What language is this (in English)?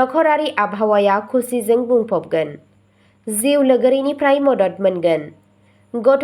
Bodo